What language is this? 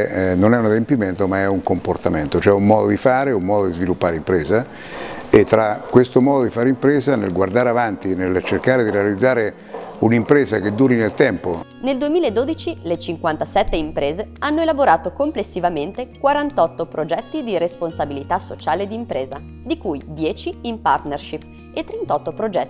Italian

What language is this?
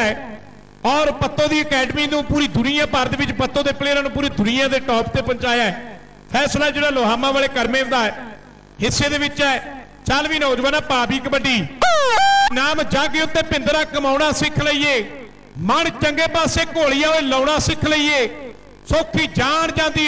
Punjabi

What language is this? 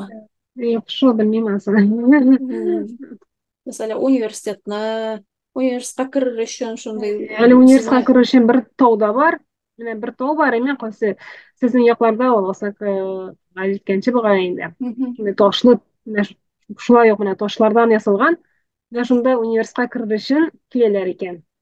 Tatar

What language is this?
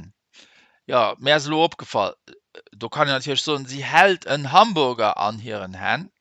Luxembourgish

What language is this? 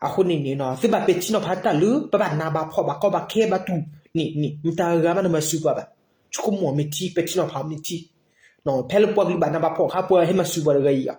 S'gaw Karen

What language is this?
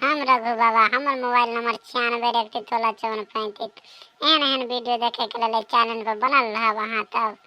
Maithili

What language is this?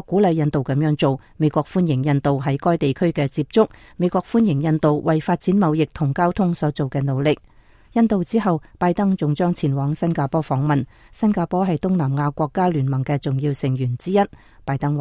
Cantonese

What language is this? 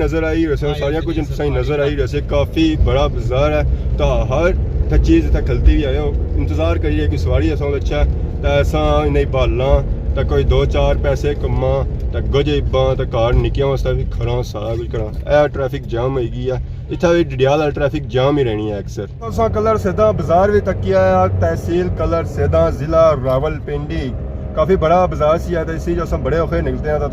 Pahari-Potwari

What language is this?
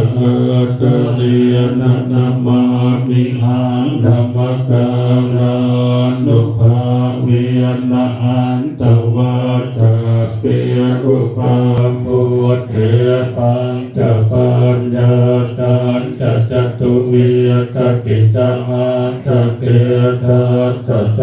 Pali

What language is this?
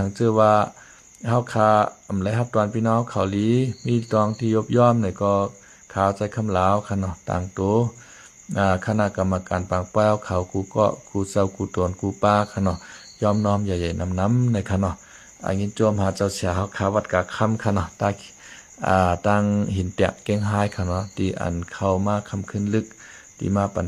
Shan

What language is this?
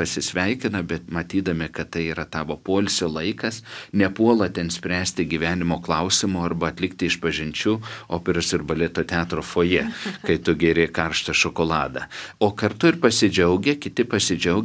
Lithuanian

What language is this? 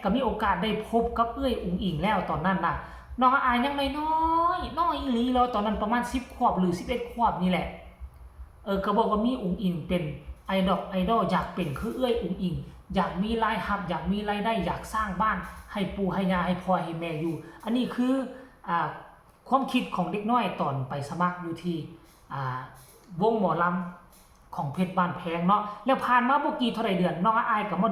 Northeastern Thai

